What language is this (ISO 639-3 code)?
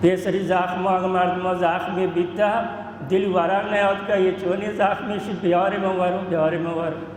bal